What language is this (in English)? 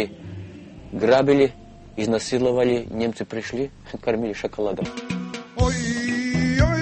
Russian